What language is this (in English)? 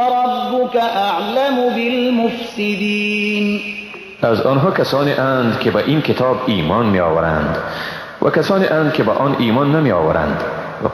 Persian